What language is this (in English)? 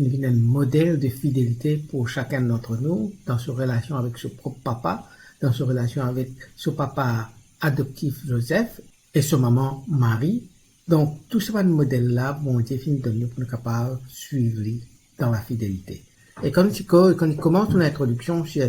Morisyen